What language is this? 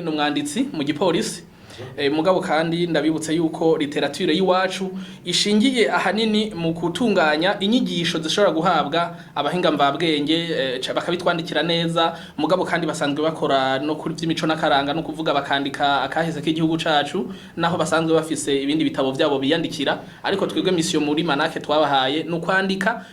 Rundi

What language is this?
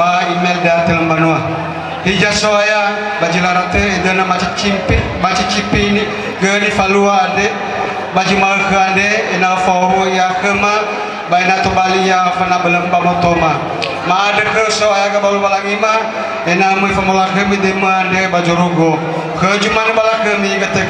Nias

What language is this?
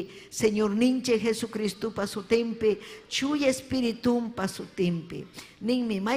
Ayacucho Quechua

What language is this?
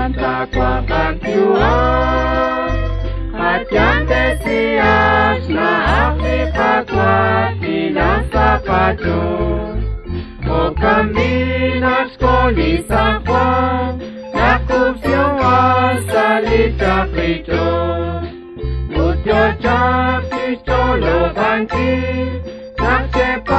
Kekchí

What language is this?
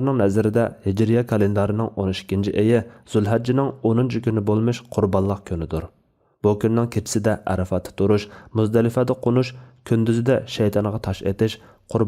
Uyghur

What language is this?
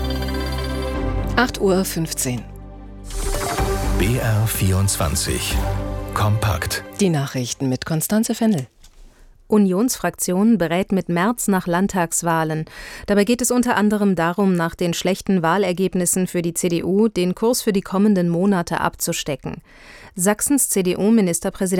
German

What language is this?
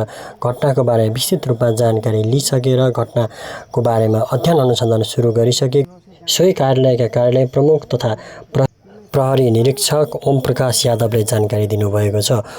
Nepali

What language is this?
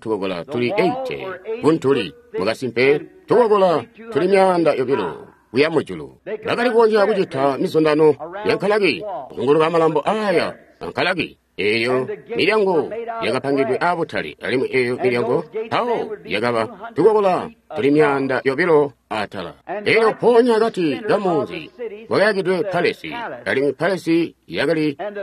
Tonga (Zambia)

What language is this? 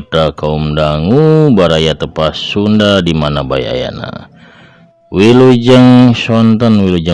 Sundanese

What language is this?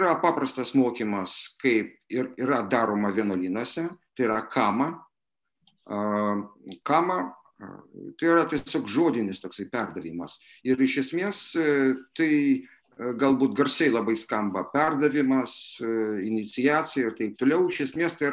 Lithuanian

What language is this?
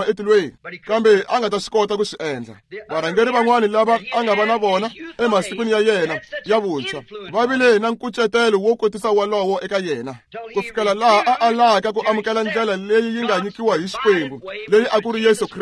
Tsonga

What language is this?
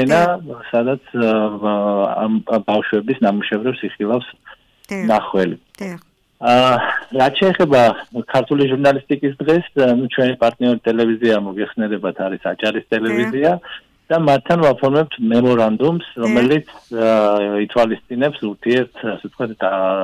Georgian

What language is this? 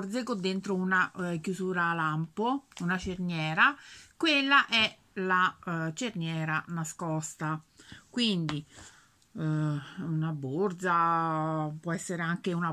Italian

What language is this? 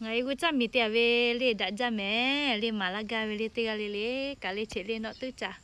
Lahu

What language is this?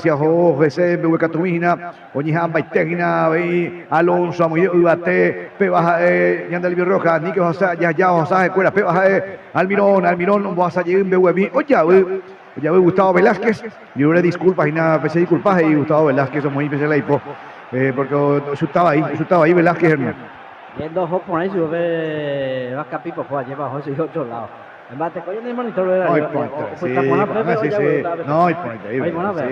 Guarani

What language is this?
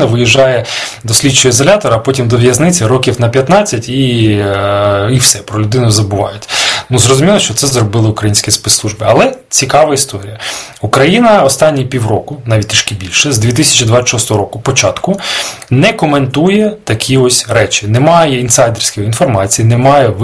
Ukrainian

